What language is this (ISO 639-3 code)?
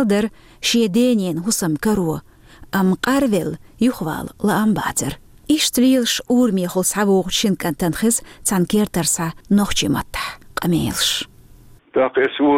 che